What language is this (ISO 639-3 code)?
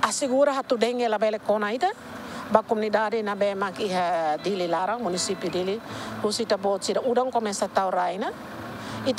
tet